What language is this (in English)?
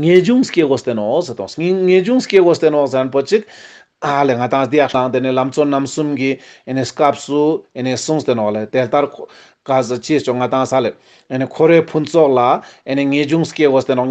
Ladakhi